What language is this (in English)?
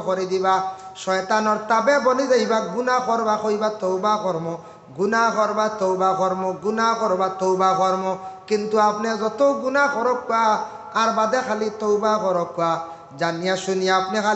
Sylheti